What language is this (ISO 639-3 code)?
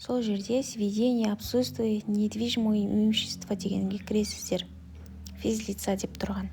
kaz